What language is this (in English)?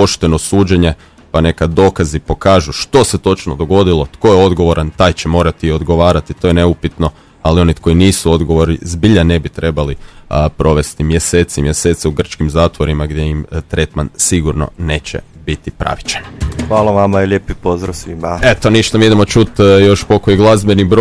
Croatian